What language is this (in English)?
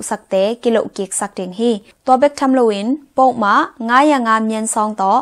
Tedim Chin